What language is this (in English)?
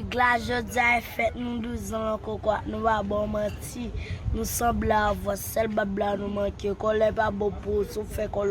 Haitian Creole